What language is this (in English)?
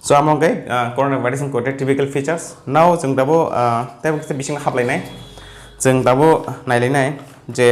Kok Borok